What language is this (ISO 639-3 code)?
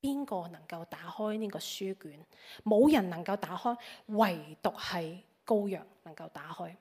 yue